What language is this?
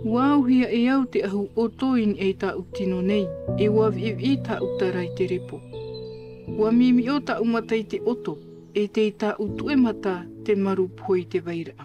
Tahitian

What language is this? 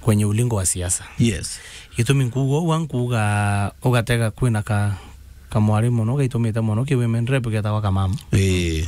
Meru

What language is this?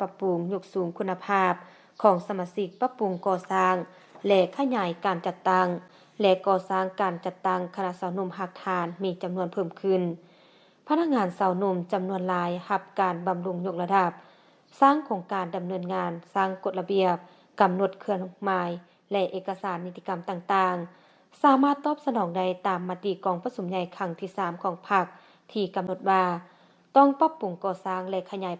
Lao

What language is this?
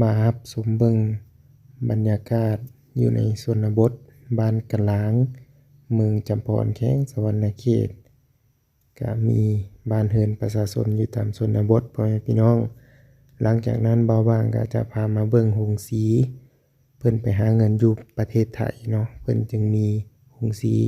Lao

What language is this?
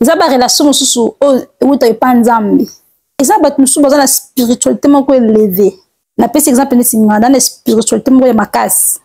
Lingala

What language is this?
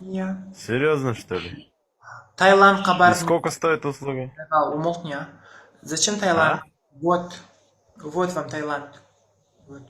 Kazakh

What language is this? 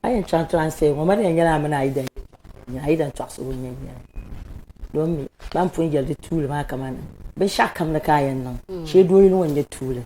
Dagbani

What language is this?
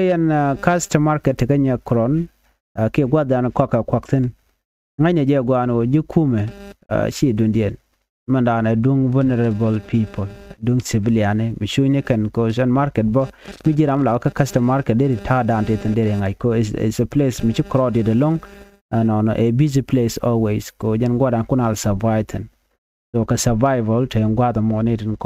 Nuer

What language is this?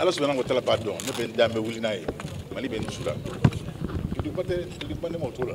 Bambara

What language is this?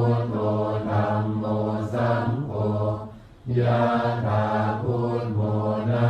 Pali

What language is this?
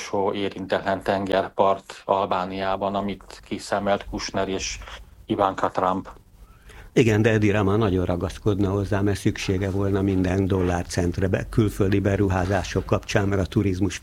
Hungarian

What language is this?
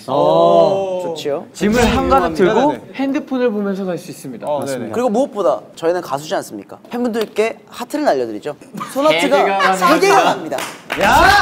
Korean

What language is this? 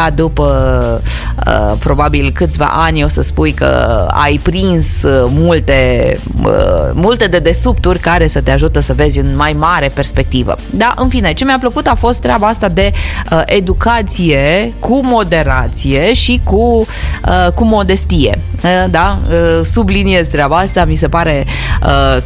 Romanian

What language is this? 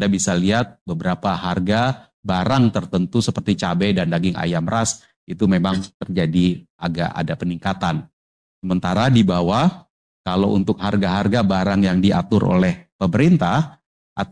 Indonesian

